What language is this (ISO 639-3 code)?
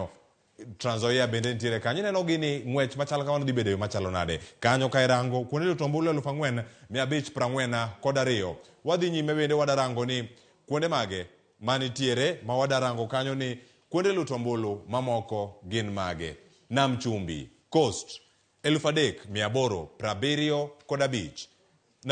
luo